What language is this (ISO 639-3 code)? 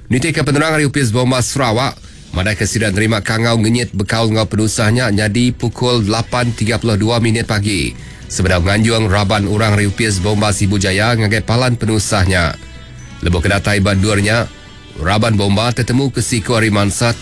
iba